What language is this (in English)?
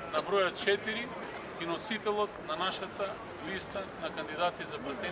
Macedonian